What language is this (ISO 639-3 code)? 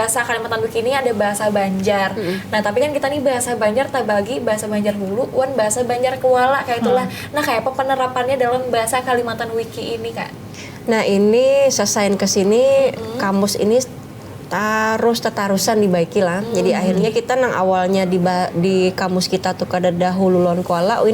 bjn